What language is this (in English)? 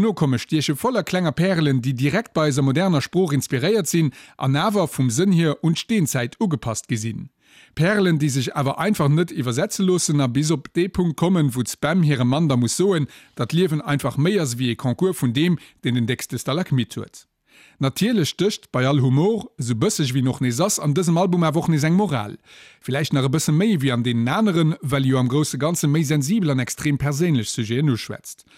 Luxembourgish